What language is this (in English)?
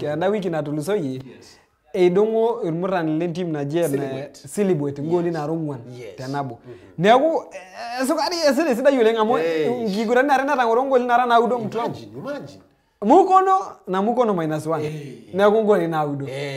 Masai